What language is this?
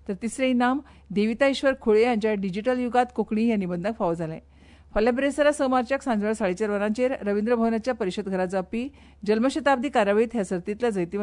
Konkani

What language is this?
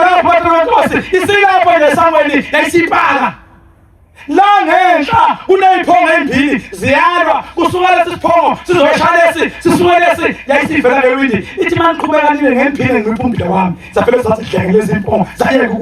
Zulu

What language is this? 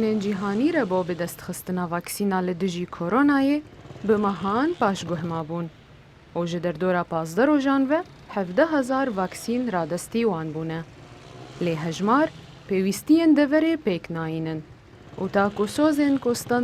Kurdish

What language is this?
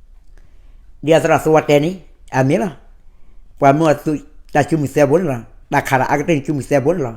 S'gaw Karen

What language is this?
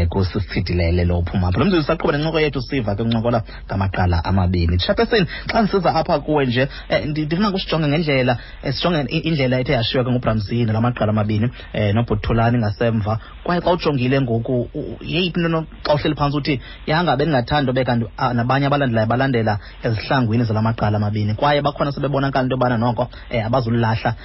Xhosa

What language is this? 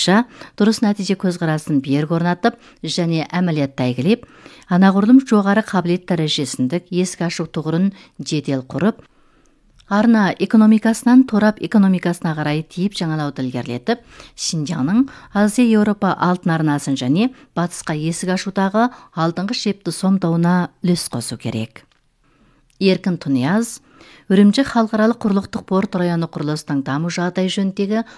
Kazakh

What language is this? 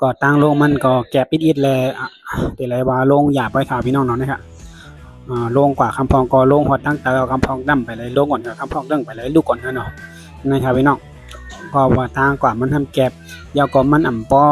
Shan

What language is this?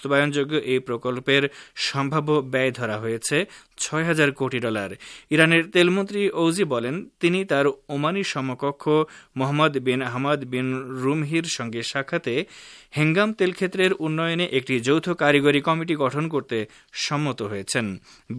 Bangla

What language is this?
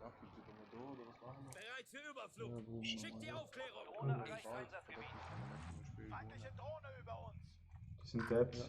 Swiss German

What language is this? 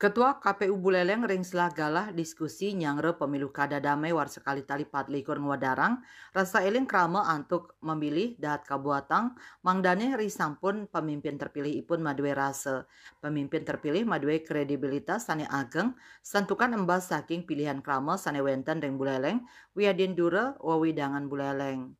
Balinese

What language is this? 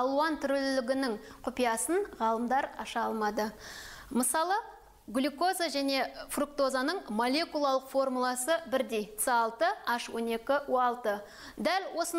Kazakh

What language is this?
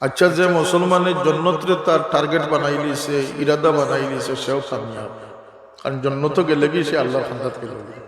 Sylheti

